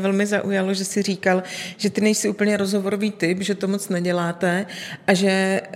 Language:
Czech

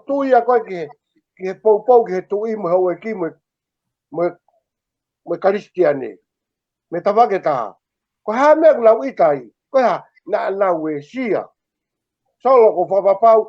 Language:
Tongan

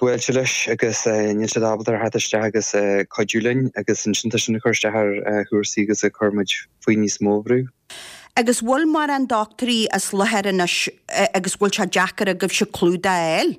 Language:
Irish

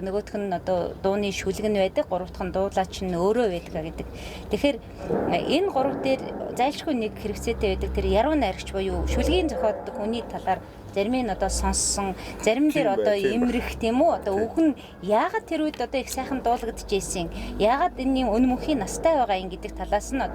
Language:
Mongolian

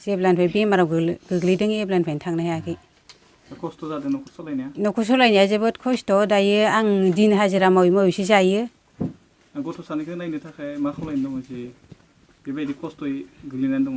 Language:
Bodo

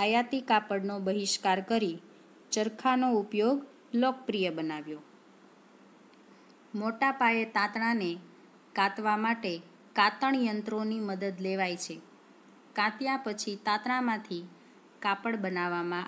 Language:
Gujarati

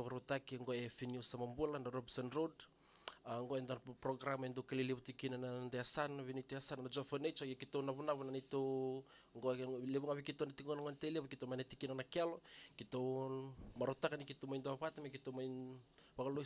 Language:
Fijian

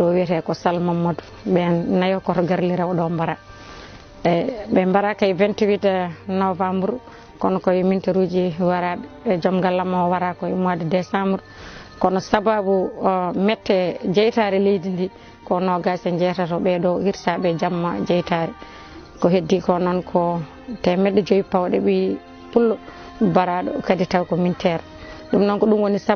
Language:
Fula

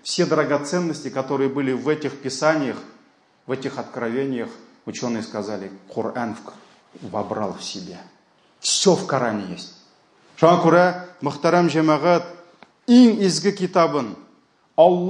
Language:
Tatar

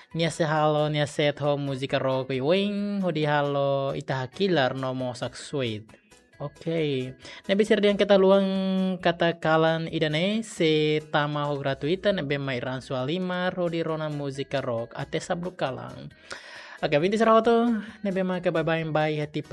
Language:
Tetum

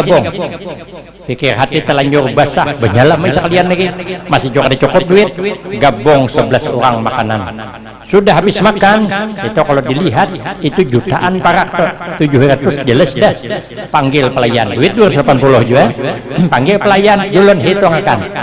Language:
Banjar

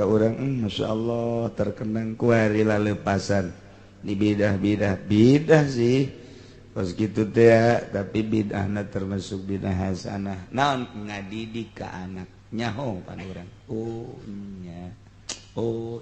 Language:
Sundanese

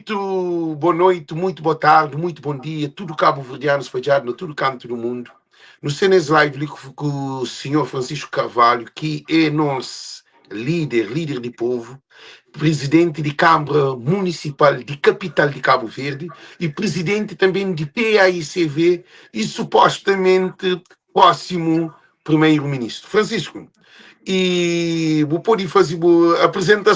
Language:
Kabuverdianu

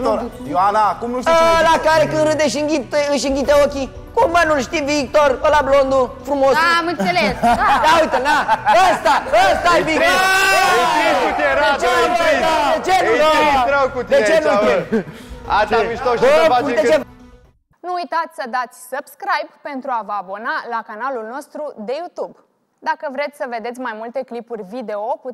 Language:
Romanian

